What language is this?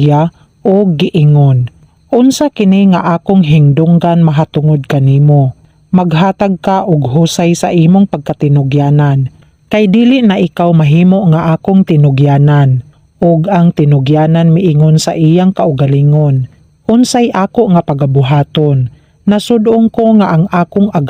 Cebuano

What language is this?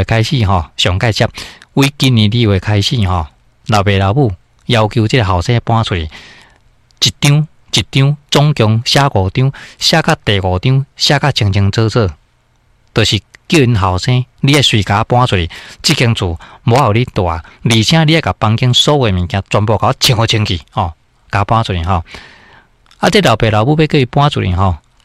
Min Nan Chinese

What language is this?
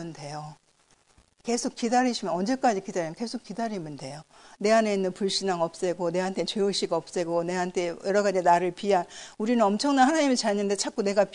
Korean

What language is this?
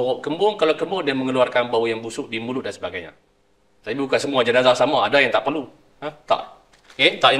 Malay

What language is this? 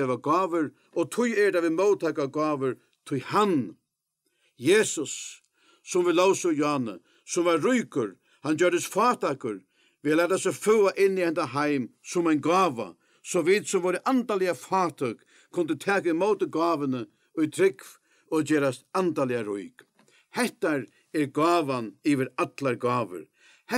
Faroese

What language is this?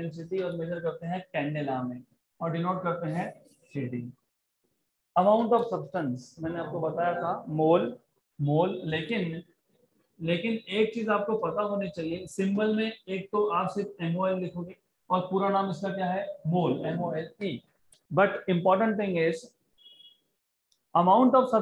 Hindi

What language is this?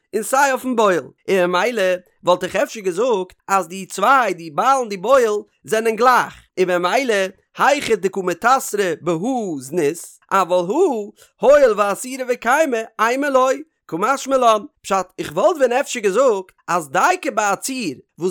Yiddish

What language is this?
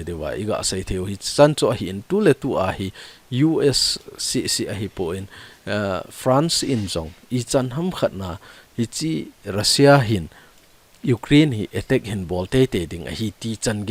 Thado Chin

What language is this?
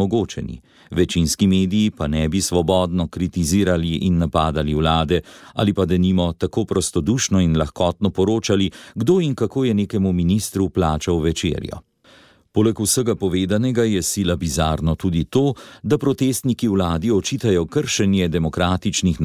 Slovenian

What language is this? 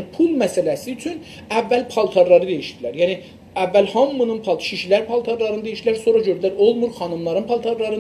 South Azerbaijani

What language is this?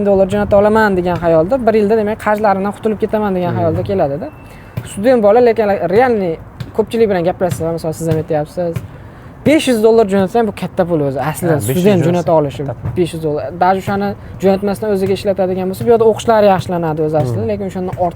Uzbek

